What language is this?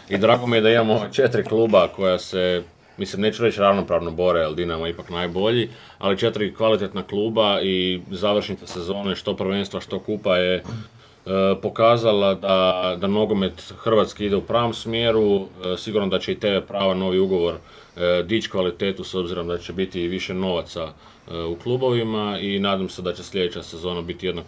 Croatian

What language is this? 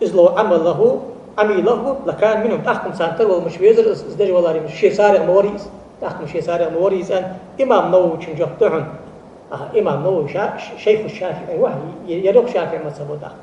Ingush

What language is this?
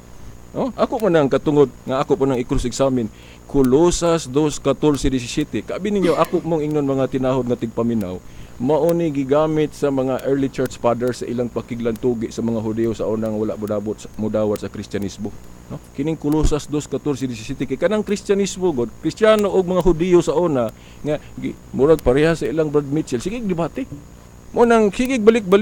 Cebuano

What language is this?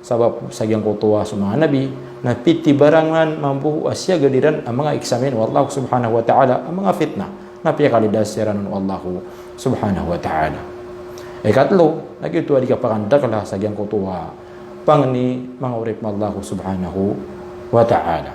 Maranao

